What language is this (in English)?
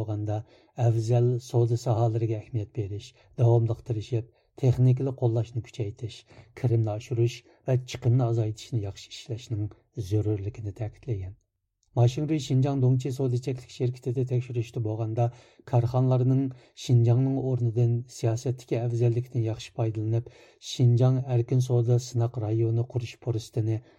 Uyghur